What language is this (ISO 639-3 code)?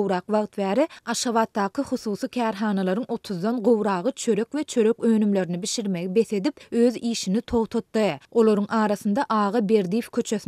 tuk